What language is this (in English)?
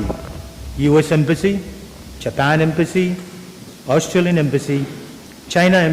Pohnpeian